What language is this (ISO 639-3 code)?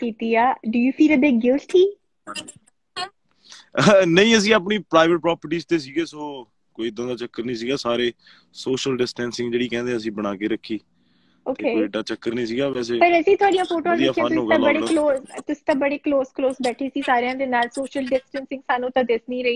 pan